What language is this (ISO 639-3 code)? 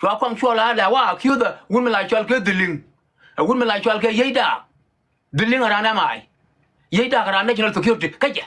nus